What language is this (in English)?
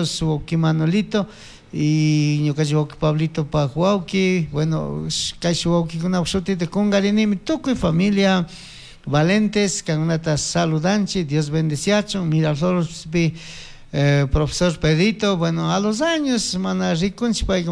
Chimborazo Highland Quichua